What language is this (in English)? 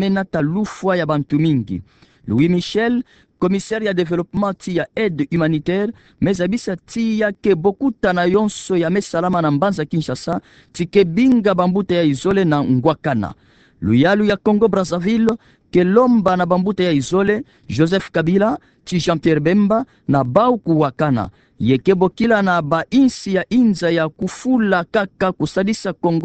Kituba (Democratic Republic of Congo)